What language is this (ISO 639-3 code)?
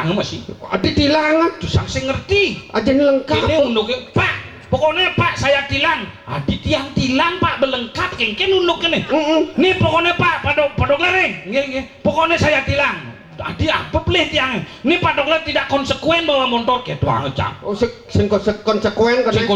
ban